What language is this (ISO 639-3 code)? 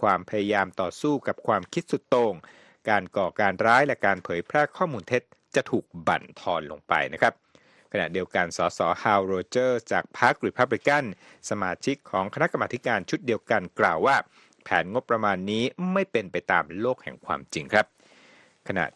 tha